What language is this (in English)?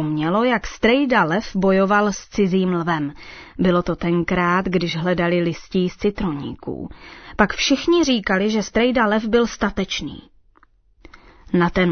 Czech